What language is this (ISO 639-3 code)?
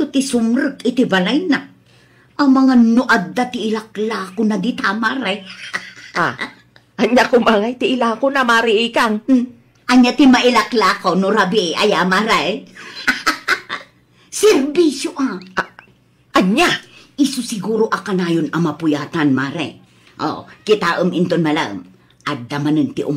ilo